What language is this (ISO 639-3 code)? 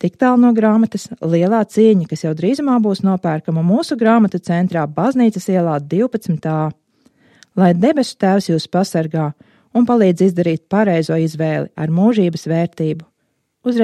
lav